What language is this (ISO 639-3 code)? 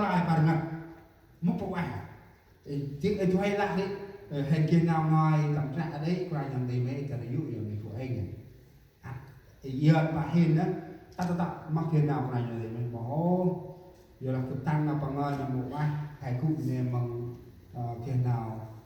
cmo